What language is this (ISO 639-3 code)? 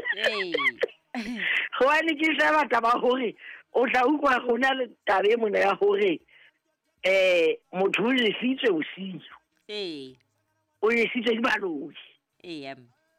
sot